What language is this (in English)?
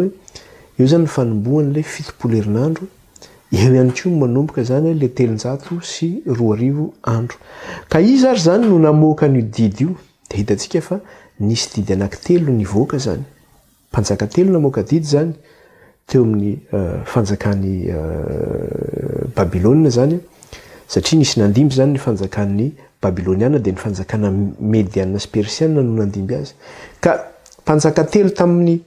Malagasy